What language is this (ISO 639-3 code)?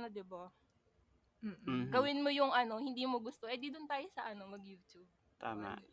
fil